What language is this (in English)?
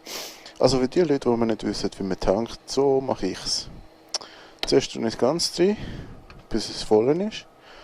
Swiss German